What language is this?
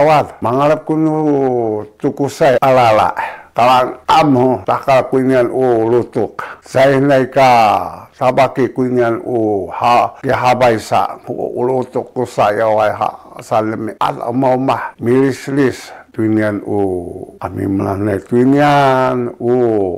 Sakizaya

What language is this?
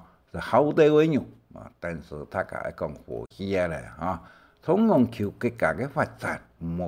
Hakka Chinese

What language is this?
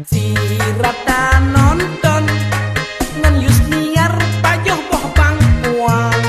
Achinese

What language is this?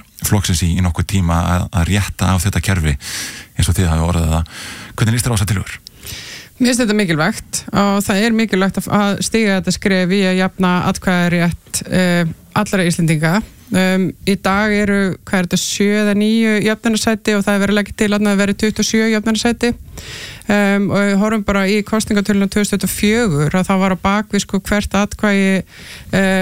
Icelandic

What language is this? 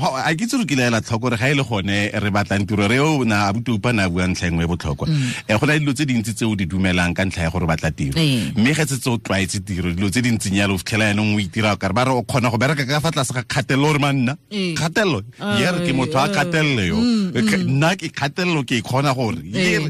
Tswana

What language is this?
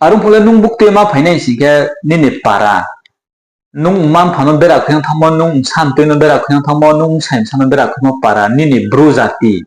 Riang (India)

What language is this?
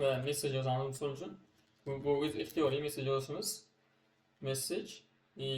Uzbek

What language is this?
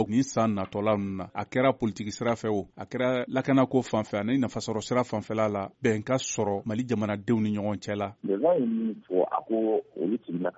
Bambara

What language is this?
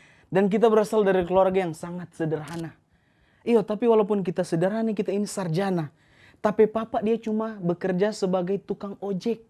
Manado Malay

